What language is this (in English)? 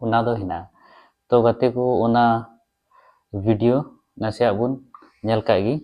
Santali